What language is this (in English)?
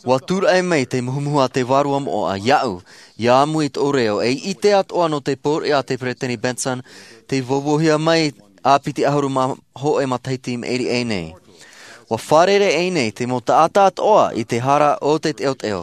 Tahitian